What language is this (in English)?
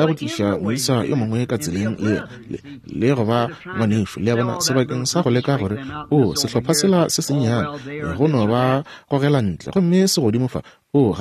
Northern Sotho